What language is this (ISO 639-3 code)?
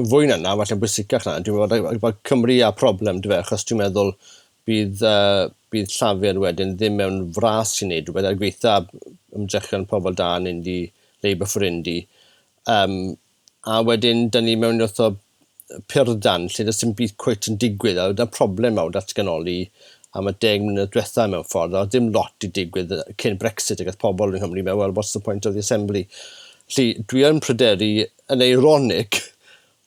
cym